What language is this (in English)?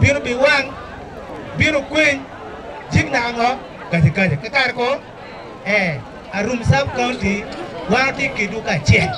Acoli